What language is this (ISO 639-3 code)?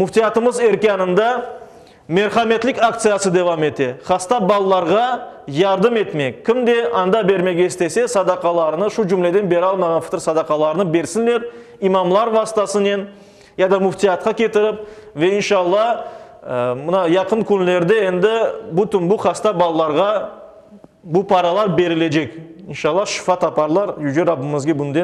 crh